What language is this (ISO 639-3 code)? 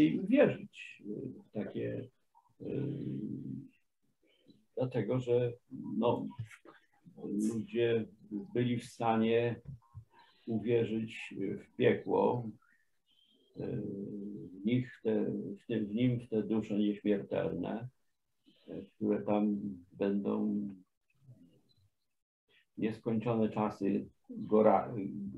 pol